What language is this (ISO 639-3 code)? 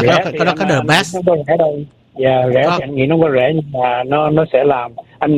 vie